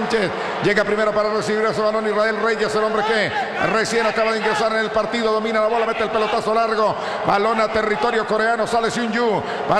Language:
Spanish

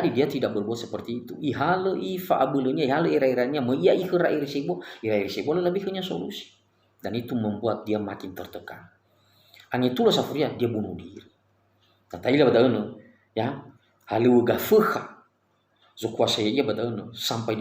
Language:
Nias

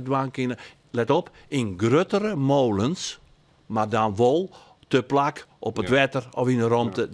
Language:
Western Frisian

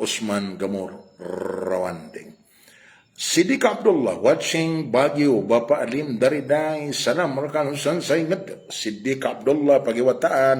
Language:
Maranao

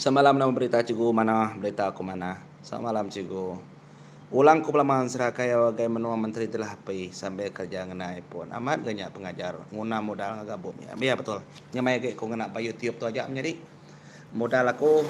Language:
Iban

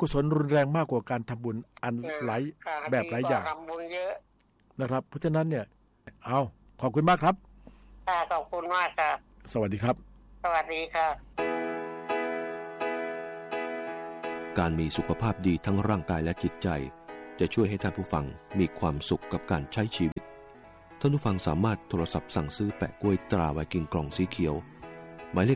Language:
Thai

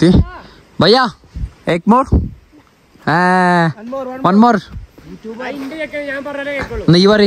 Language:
Malayalam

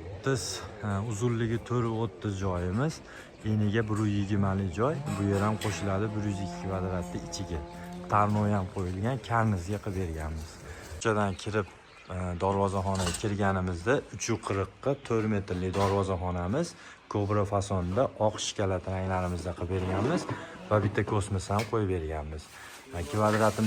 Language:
Uzbek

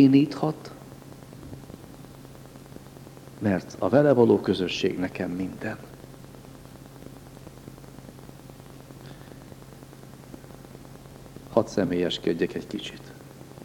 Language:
Hungarian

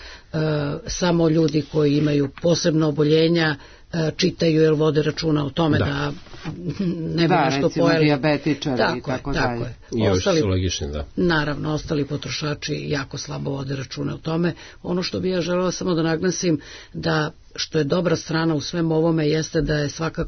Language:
Serbian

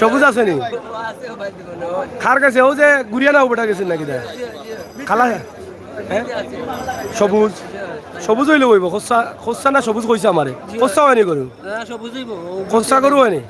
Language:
Sylheti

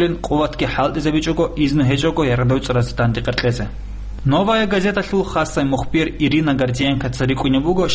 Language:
Avaric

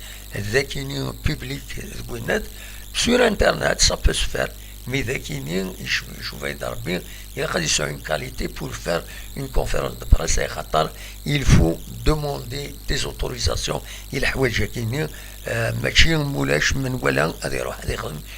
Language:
Kabyle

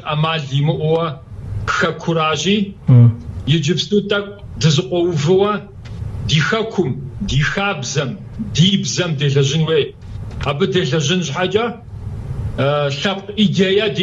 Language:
Kabardian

